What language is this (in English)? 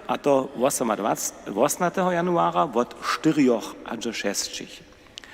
Upper Sorbian